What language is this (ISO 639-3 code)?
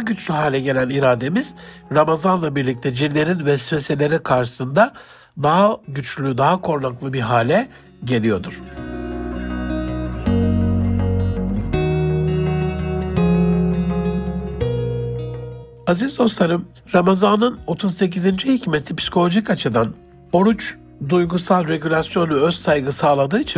tur